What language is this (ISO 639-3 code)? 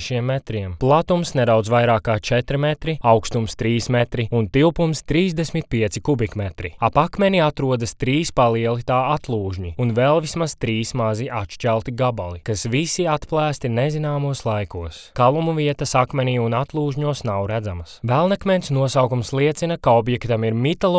lav